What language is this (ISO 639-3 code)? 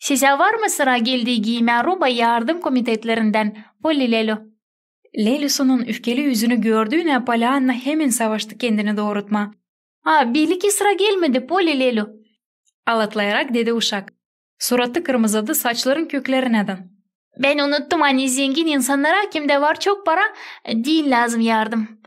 gag